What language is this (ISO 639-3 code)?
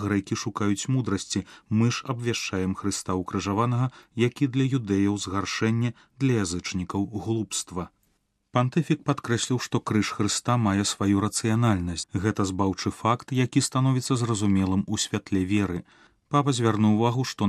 bel